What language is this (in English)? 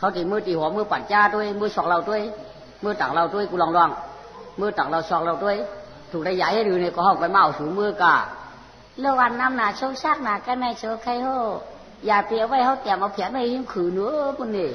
Shan